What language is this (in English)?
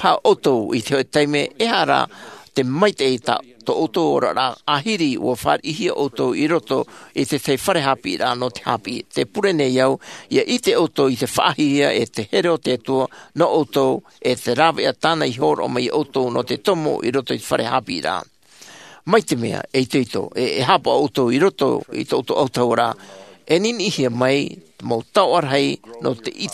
Tahitian